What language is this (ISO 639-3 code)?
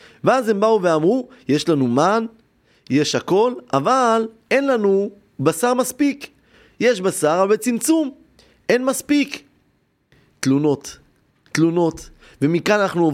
heb